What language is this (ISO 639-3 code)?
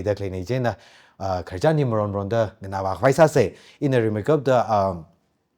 nmf